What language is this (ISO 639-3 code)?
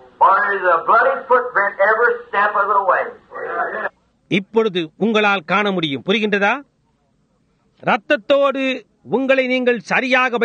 tam